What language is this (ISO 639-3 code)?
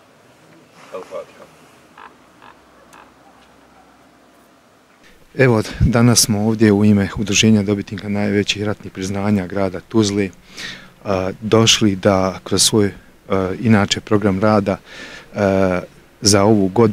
bos